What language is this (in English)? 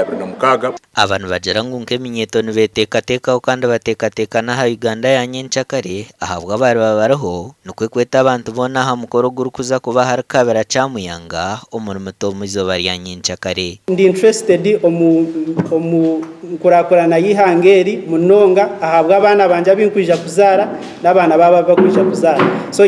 Nyankole